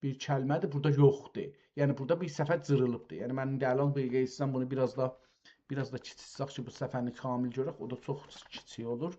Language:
South Azerbaijani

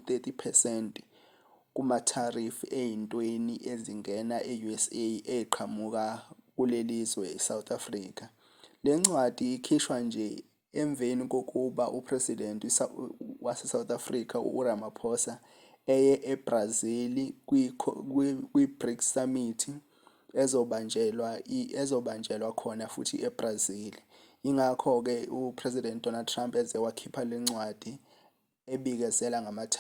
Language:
Zulu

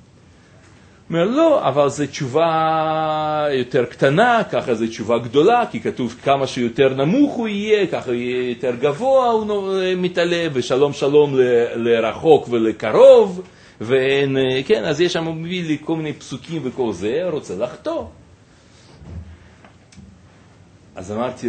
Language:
Hebrew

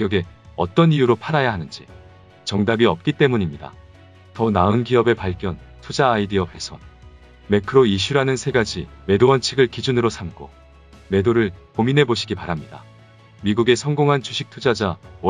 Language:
Korean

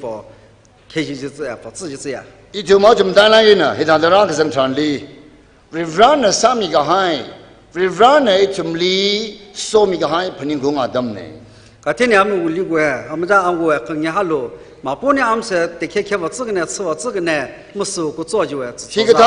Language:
Tangkhul Naga (India)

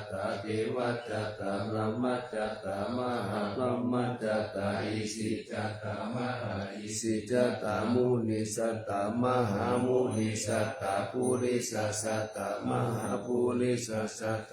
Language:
Pali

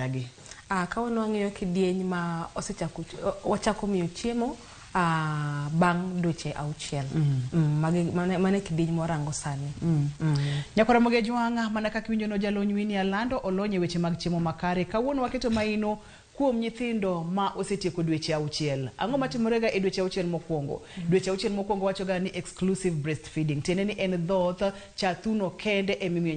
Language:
Luo (Kenya and Tanzania)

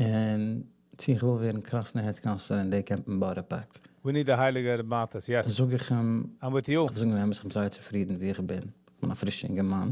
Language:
Yiddish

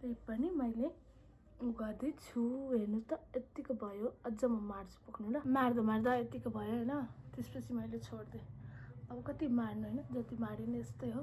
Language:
Nepali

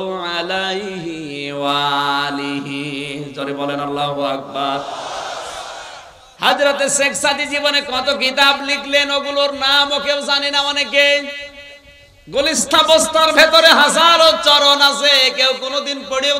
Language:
Bangla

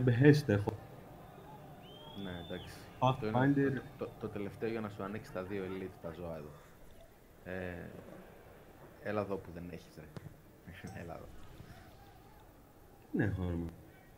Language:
Greek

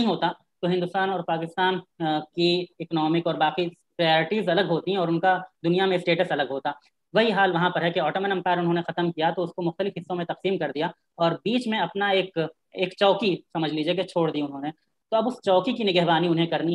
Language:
Urdu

